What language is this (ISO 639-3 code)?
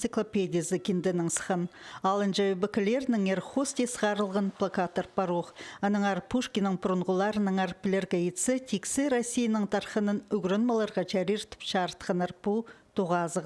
kjh